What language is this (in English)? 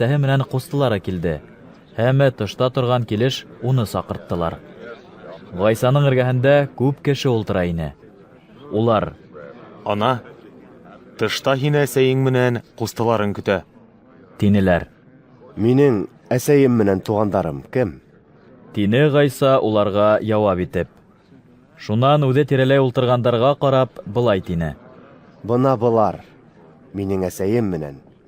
Bashkir